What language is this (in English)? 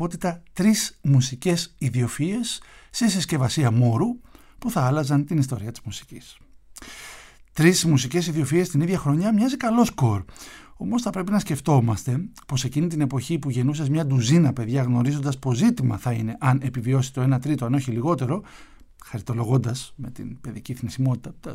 Greek